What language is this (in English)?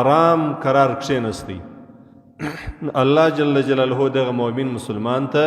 Pashto